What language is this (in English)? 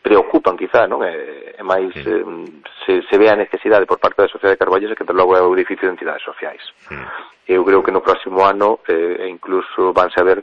Galician